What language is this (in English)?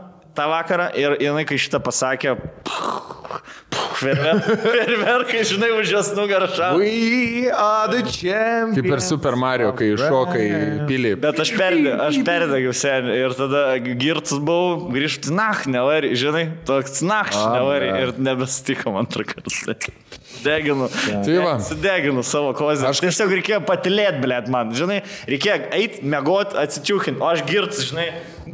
Lithuanian